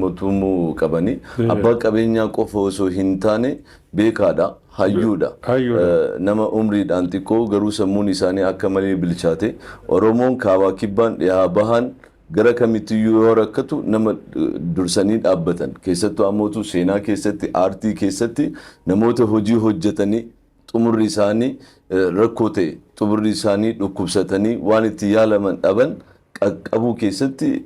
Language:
Oromo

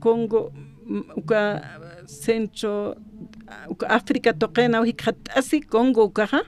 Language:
Aymara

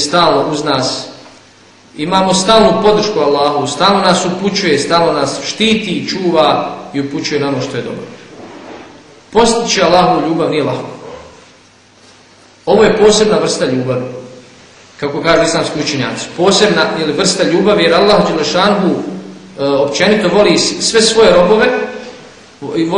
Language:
Bosnian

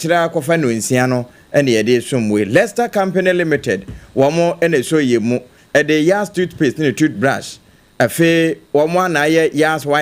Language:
Akan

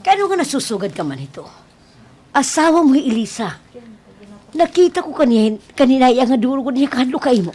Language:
Waray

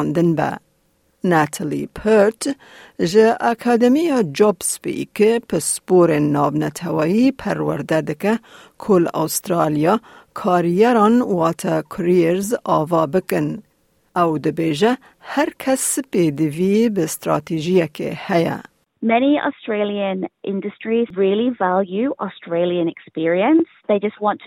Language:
Kurdish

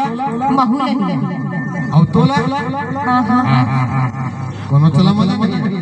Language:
Chhattisgarhi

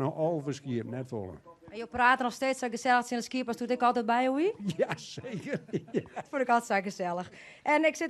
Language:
Western Frisian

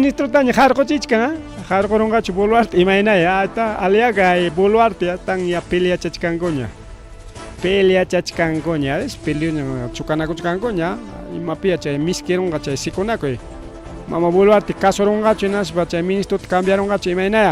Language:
Ayacucho Quechua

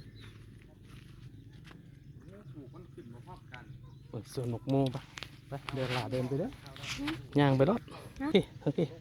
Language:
Lao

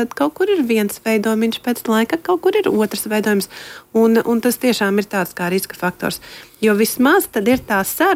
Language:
Latvian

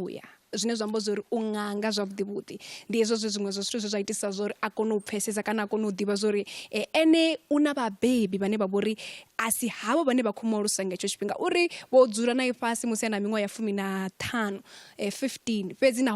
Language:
Venda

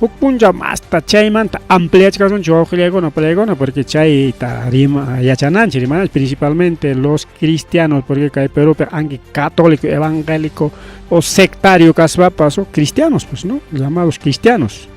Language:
Ayacucho Quechua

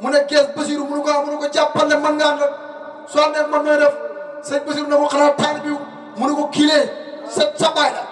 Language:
Wolof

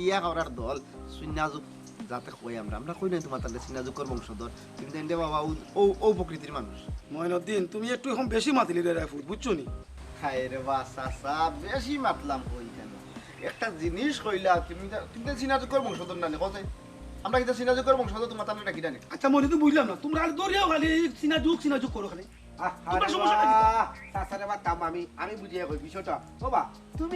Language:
Sylheti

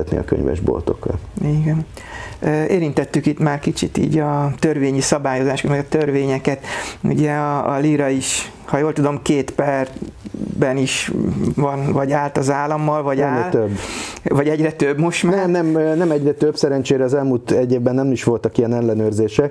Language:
Hungarian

